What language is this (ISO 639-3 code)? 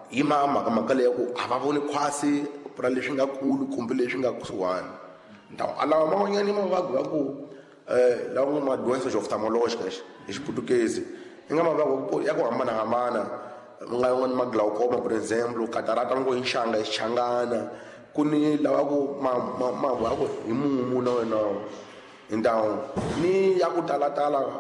tso